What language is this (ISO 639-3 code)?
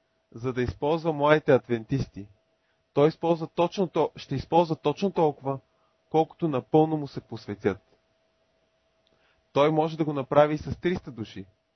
bul